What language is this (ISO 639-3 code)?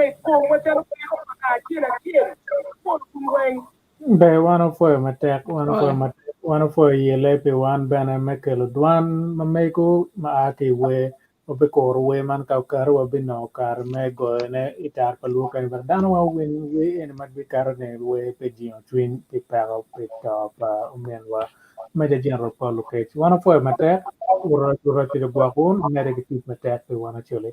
ach